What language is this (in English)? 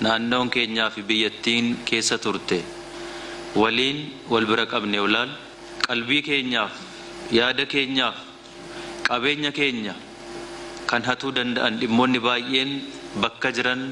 Oromo